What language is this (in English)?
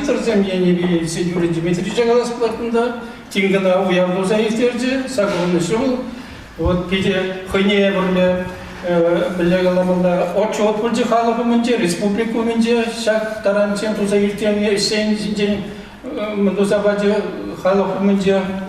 Chuvash